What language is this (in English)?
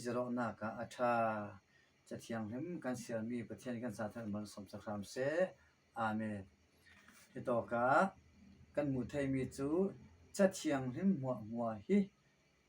Falam Chin